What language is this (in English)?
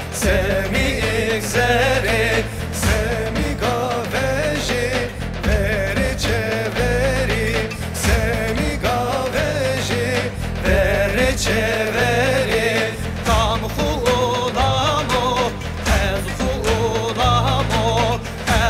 Zaza